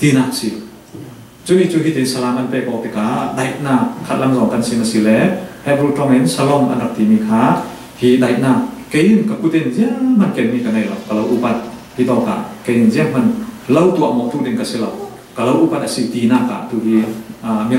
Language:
Falam Chin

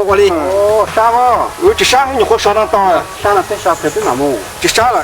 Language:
Hmong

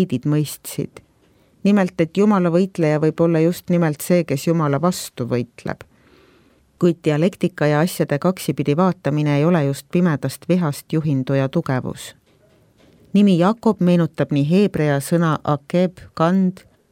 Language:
Estonian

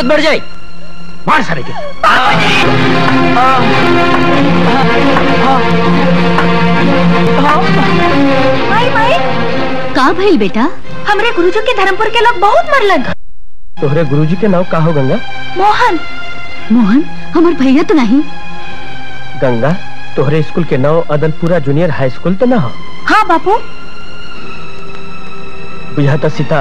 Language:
Bhojpuri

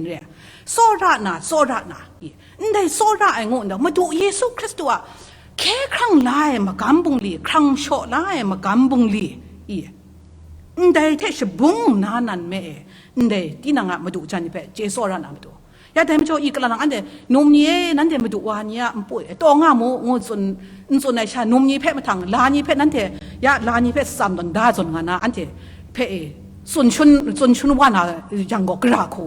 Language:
Kachin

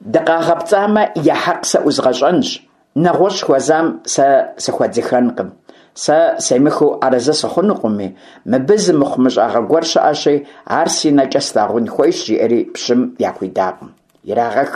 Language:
Kabardian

